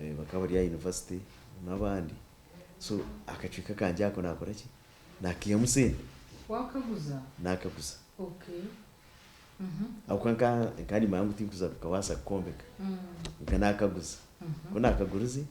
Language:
Nyankole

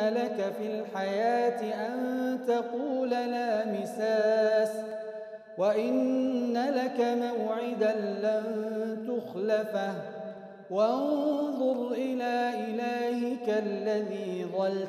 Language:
Arabic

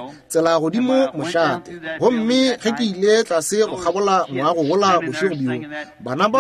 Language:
Northern Sotho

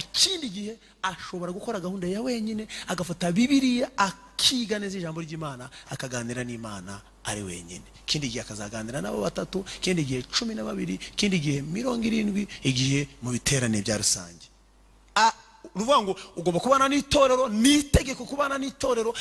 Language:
Kinyarwanda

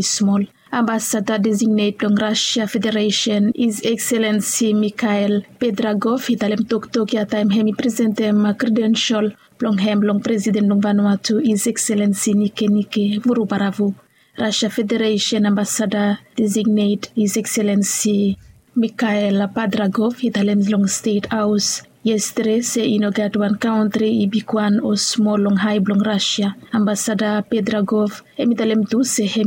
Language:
Bislama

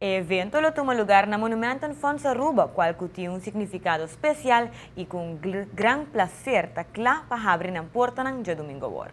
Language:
Papiamento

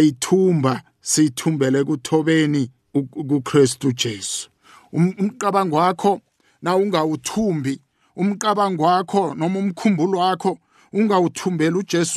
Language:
South Ndebele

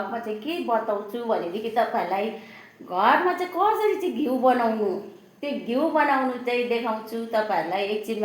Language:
Nepali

